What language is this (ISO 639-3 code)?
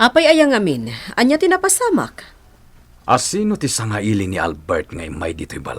ilo